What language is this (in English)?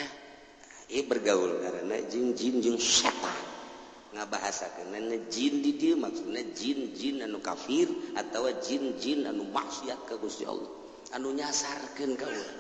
Sundanese